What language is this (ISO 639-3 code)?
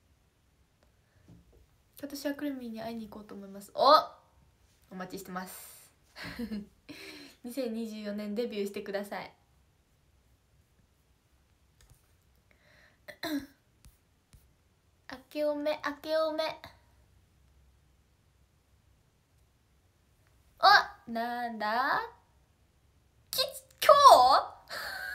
jpn